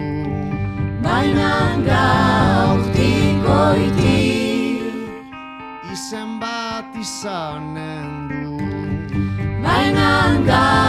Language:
Basque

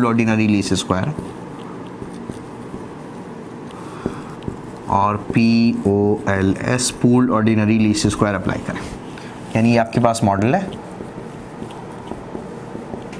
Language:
Hindi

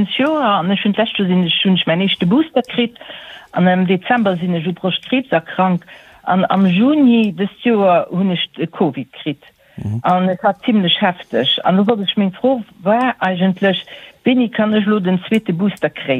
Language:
Luxembourgish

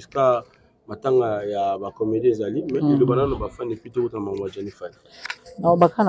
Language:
Lingala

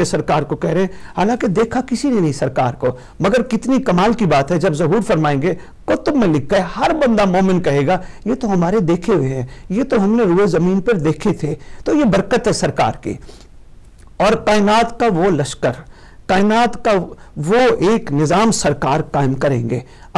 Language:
Urdu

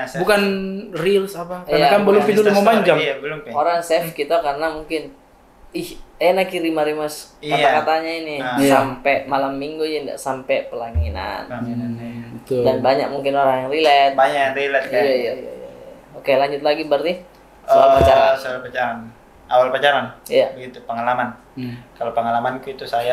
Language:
Makassar Malay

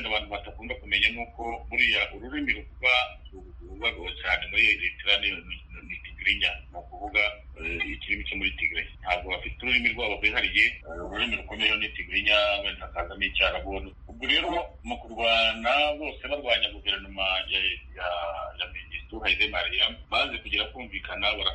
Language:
Kinyarwanda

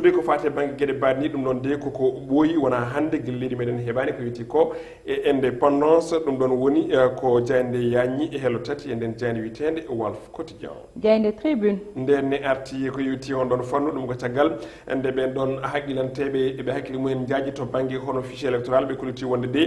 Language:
Fula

